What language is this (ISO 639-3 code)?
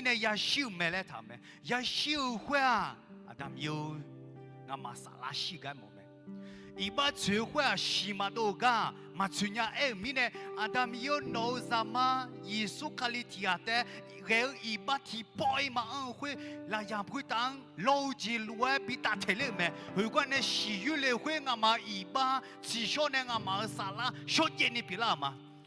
ahk